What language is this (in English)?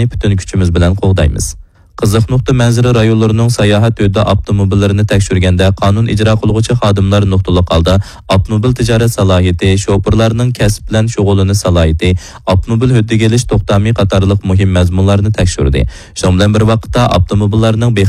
Uyghur